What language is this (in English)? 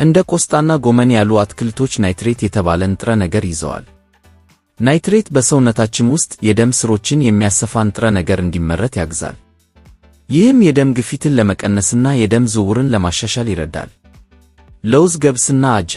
Amharic